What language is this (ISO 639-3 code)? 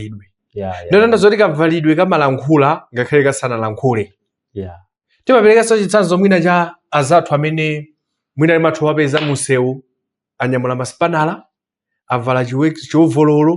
nya